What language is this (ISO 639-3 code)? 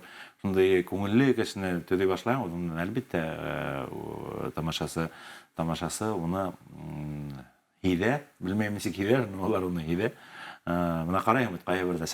bak